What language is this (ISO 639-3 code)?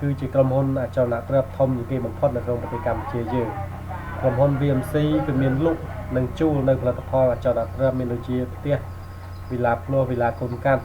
khm